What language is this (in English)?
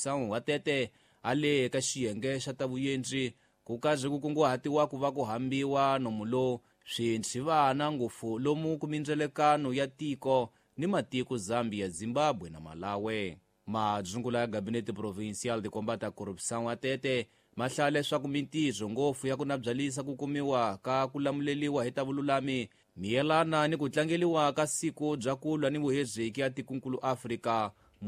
Tsonga